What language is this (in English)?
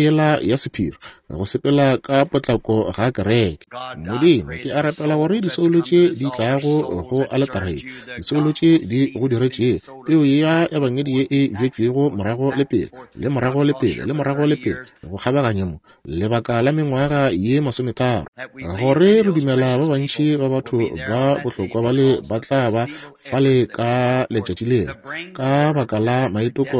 Northern Sotho